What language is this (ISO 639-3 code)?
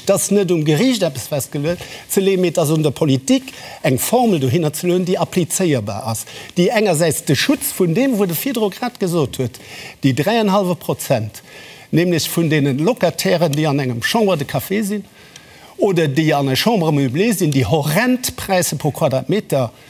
ltz